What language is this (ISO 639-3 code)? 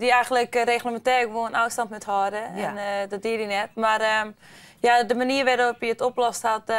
fry